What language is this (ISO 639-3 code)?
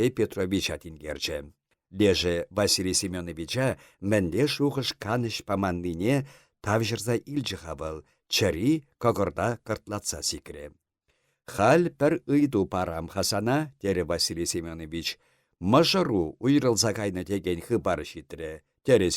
chv